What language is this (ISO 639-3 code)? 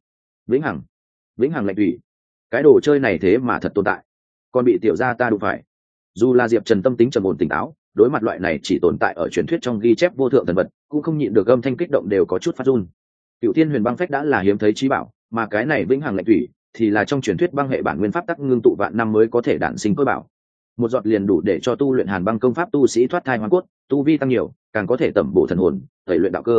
vie